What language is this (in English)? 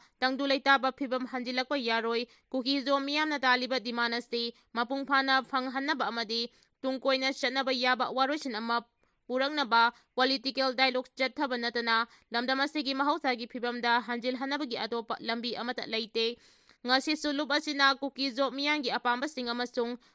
Manipuri